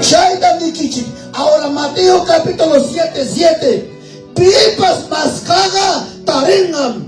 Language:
Ayacucho Quechua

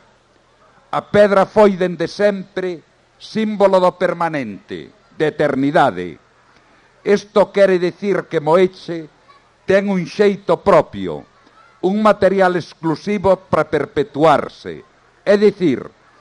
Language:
Galician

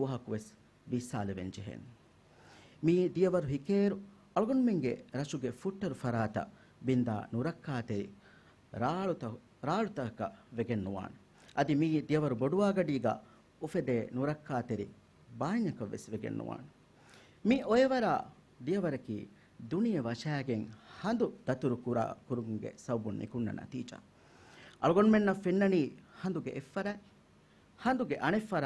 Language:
Divehi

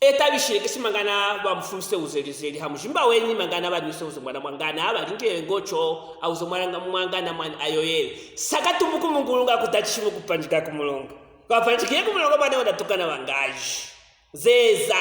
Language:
Luvale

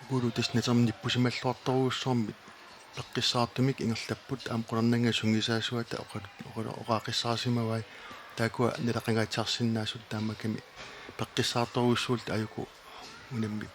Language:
Kalaallisut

